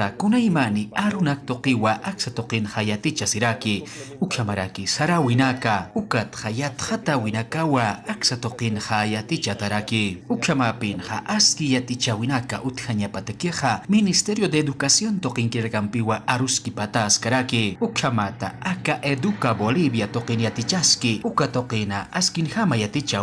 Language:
Aymara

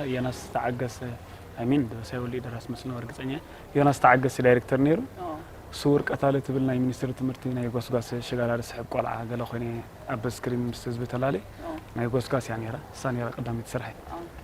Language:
Tigrinya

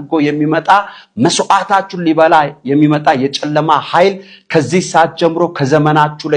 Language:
Amharic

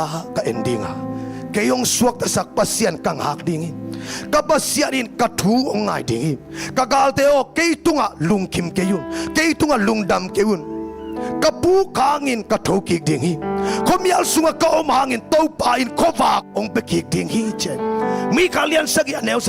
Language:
Tedim Chin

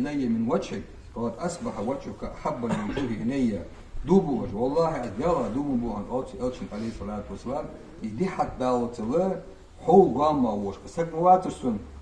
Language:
Ingush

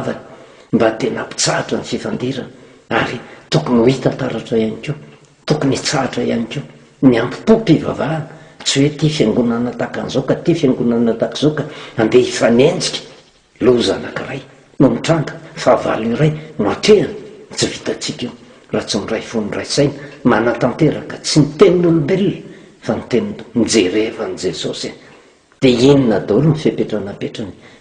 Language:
Malagasy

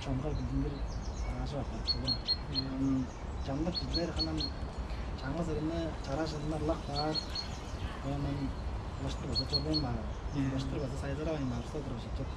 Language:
Tuvinian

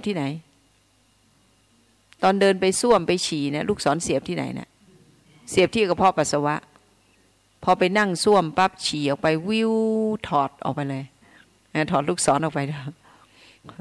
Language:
Thai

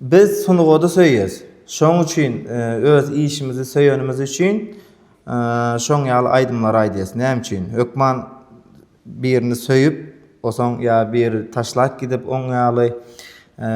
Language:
Turkmen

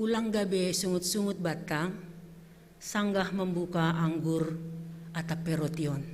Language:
Batak Simalungun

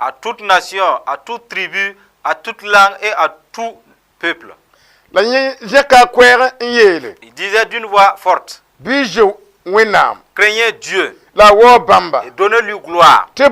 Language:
Mossi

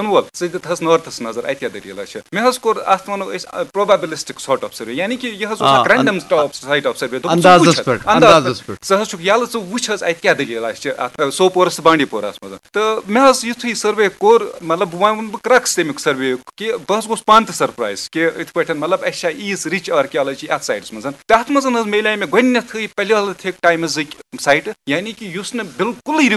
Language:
Kashmiri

